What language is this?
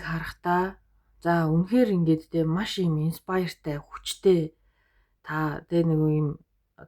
Mongolian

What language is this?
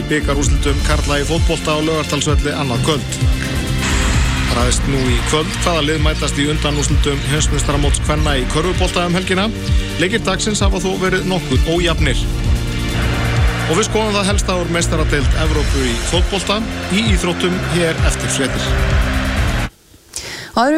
Icelandic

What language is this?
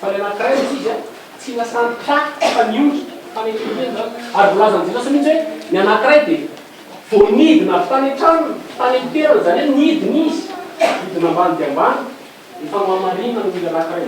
Malagasy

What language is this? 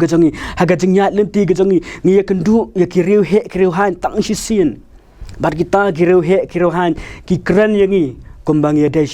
Khasi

